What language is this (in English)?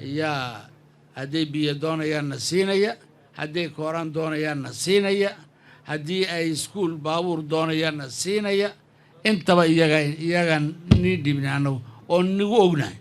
Somali